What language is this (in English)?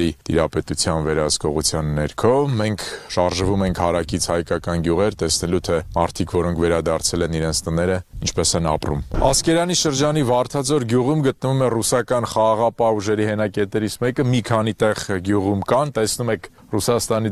Armenian